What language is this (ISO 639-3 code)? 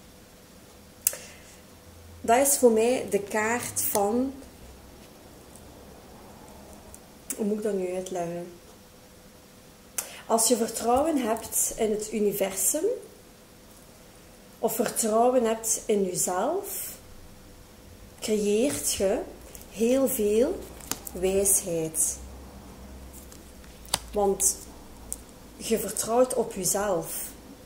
nld